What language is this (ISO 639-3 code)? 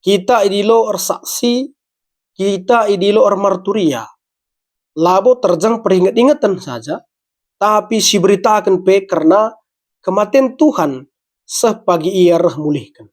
btx